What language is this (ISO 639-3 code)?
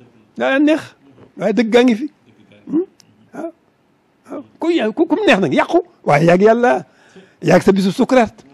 wol